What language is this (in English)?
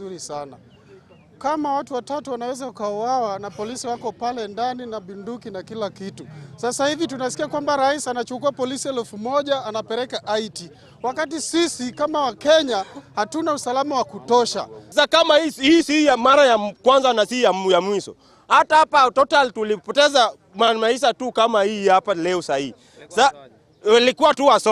Gusii